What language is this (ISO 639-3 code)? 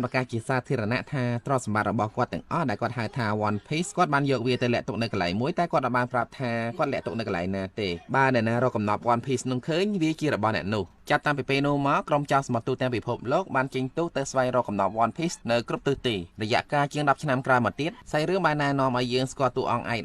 khm